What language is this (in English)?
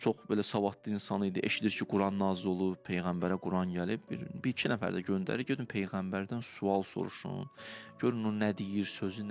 Azerbaijani